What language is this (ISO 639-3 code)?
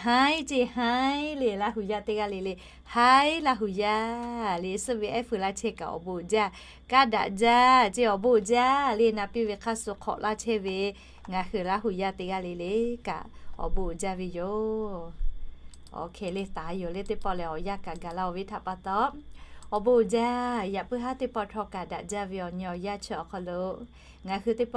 lhu